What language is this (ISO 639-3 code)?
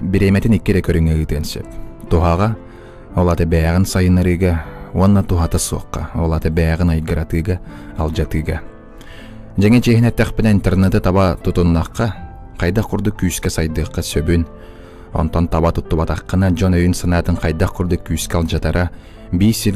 sah